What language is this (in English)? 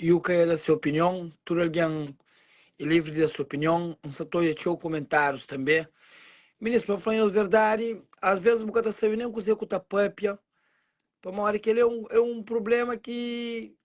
Kabuverdianu